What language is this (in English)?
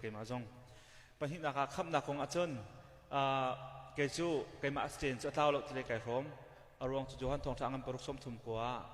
Hakha Chin